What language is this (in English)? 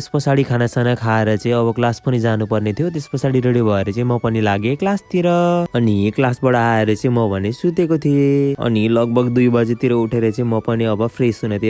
Nepali